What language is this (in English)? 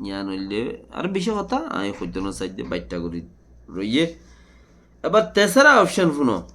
Rohingya